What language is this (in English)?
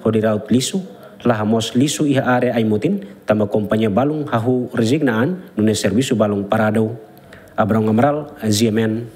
Tetum